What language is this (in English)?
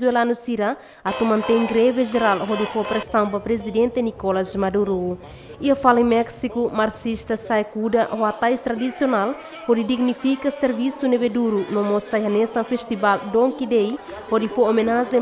Tetum